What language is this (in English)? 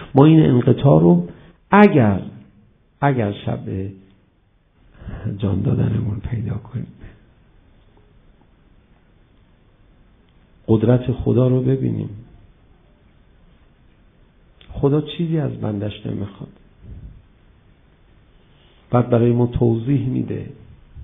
Persian